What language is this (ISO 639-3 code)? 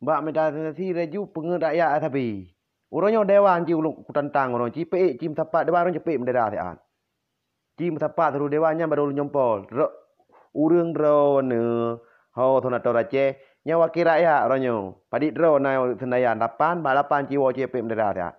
ace